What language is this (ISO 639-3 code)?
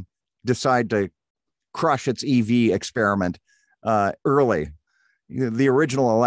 eng